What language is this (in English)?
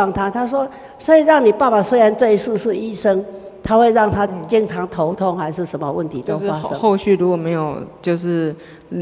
Chinese